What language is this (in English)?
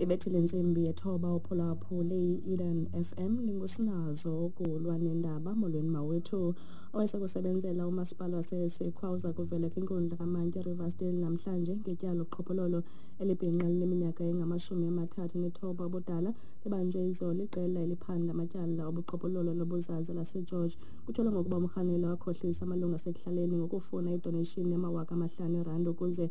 Xhosa